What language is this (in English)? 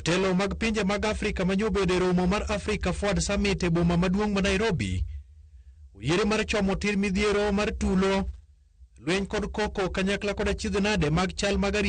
Luo (Kenya and Tanzania)